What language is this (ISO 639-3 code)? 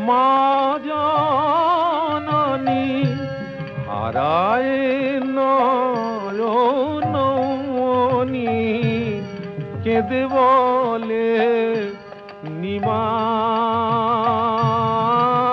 ben